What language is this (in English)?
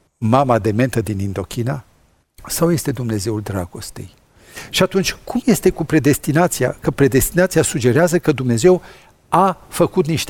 Romanian